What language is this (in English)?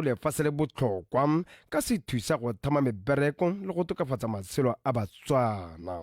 Tswana